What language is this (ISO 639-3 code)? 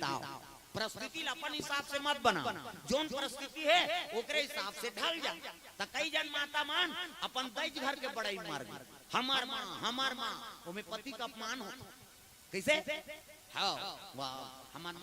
hne